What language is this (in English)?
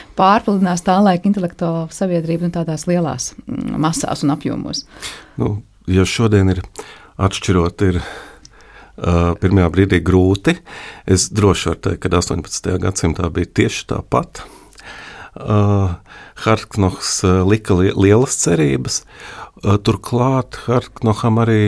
Latvian